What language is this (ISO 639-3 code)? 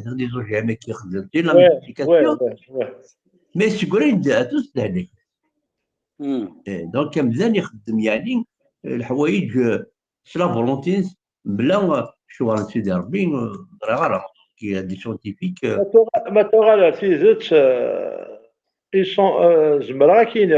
kab